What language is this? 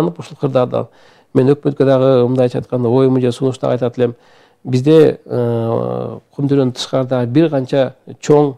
Kyrgyz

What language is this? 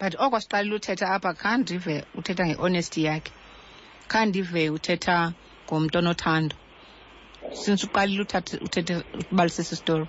Xhosa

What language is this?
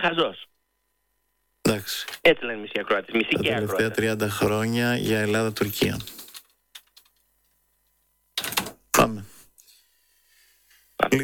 Greek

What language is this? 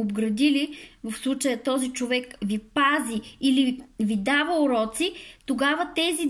Bulgarian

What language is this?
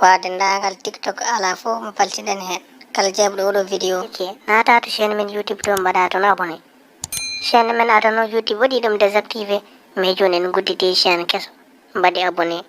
Fula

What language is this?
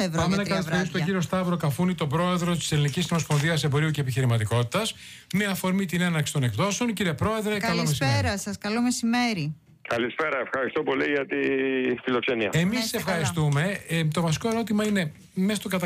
Greek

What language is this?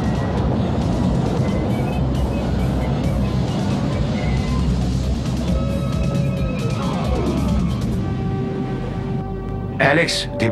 Danish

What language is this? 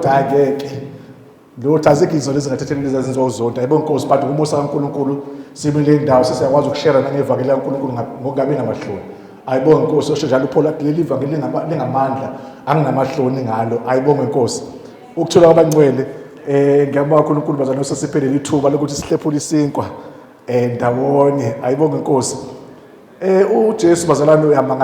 Zulu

